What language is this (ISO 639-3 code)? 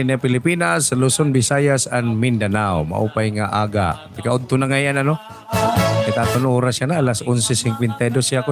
war